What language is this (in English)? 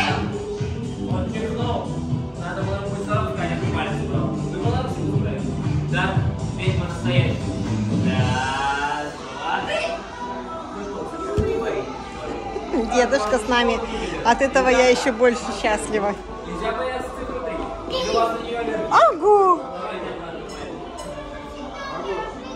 Russian